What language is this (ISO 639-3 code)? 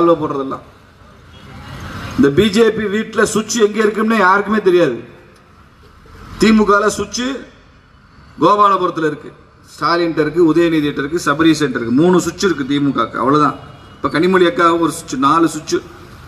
tam